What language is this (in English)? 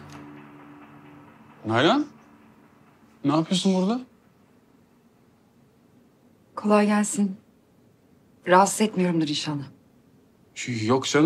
Turkish